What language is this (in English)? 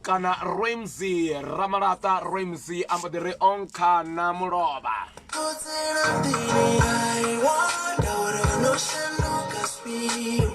Venda